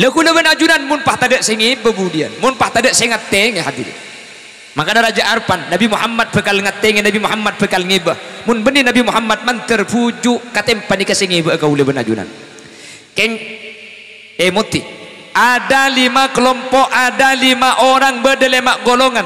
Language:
Madurese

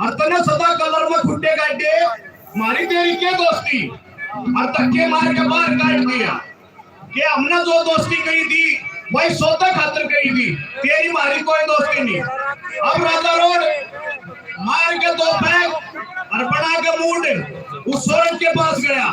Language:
Haryanvi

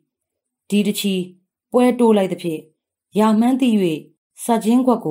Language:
Burmese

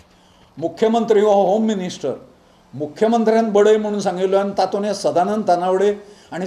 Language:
Konkani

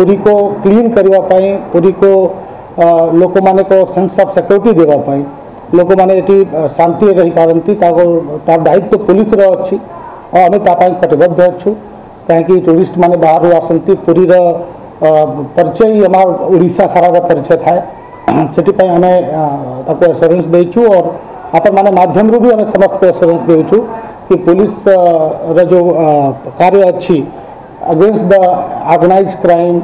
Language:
Odia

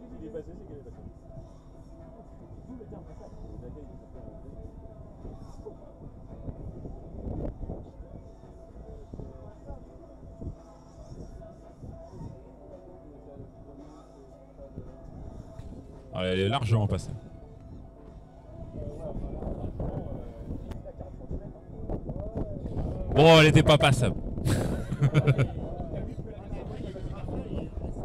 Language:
French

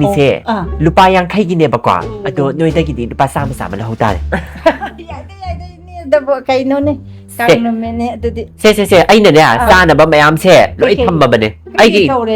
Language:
Manipuri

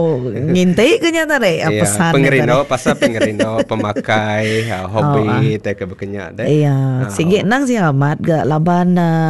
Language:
Iban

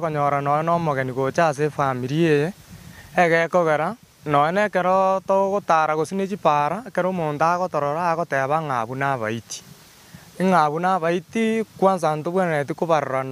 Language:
Gusii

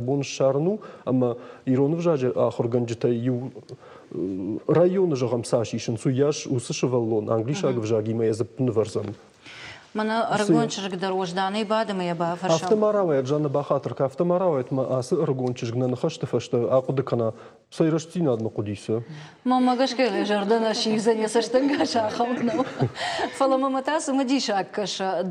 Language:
Ossetic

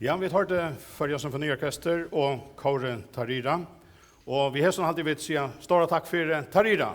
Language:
Faroese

